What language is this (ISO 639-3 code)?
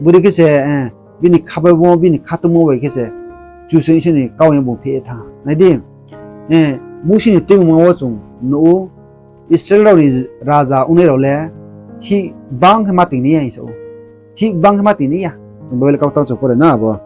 ria